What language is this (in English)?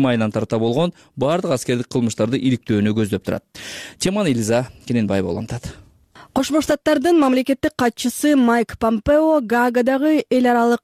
Kyrgyz